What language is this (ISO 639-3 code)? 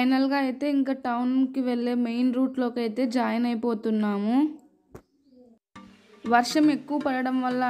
tel